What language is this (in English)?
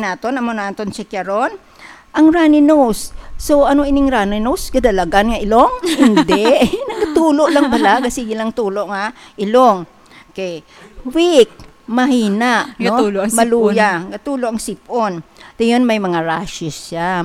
Hiligaynon